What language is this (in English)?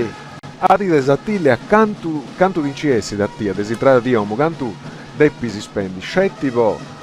Sardinian